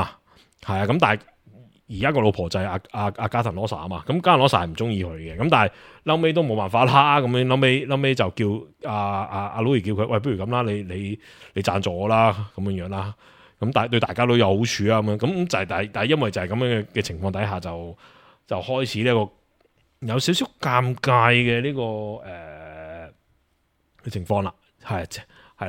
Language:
Cantonese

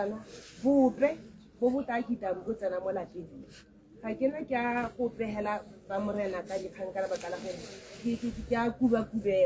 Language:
Tswana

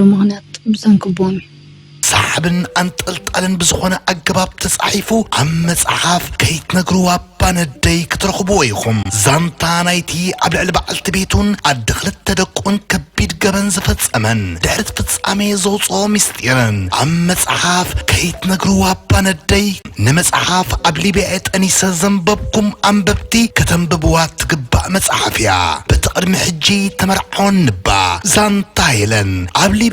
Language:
Tigrinya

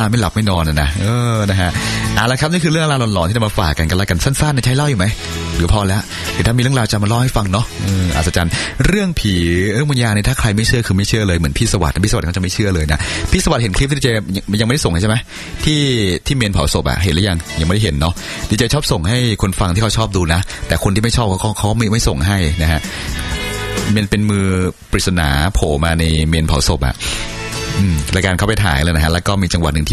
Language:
Thai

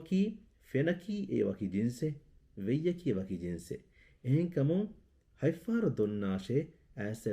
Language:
Divehi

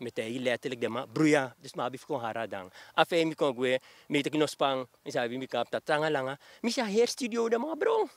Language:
Sranan Tongo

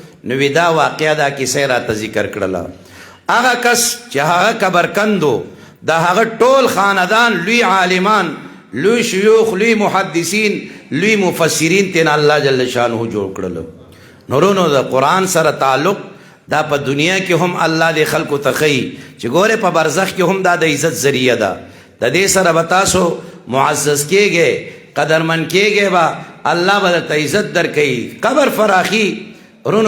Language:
Pashto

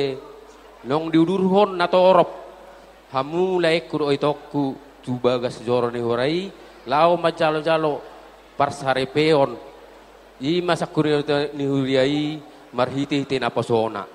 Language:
Batak Toba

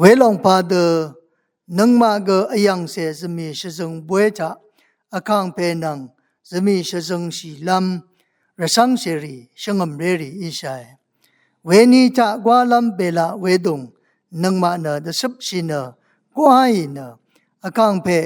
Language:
Rawang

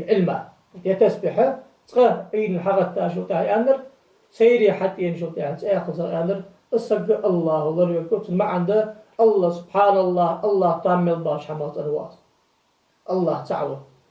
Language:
Ingush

